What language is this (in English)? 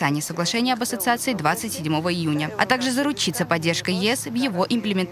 Russian